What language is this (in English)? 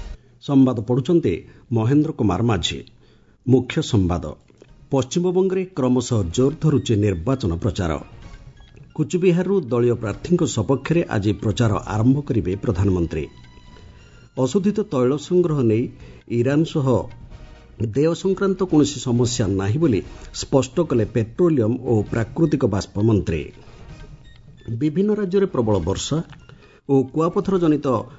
Odia